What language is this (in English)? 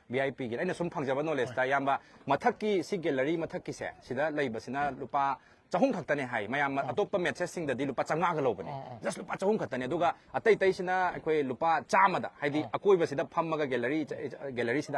Manipuri